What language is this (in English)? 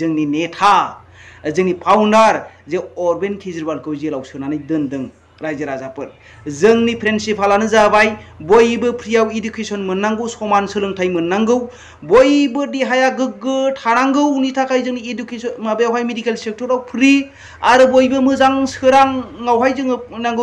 Bodo